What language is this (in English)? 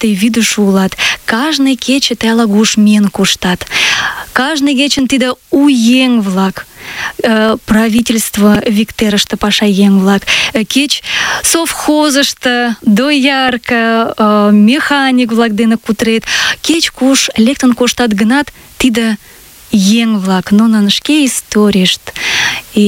Mari